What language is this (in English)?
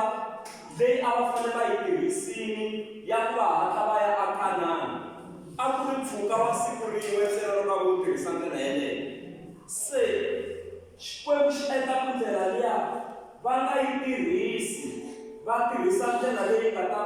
Tsonga